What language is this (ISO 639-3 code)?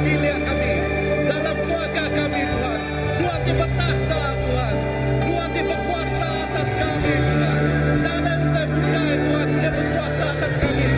iba